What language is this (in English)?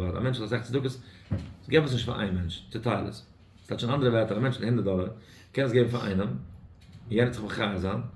Yiddish